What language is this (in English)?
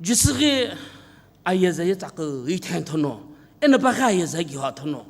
Sumi Naga